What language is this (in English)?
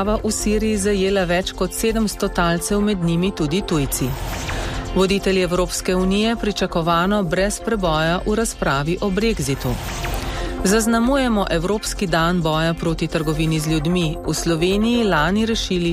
Slovenian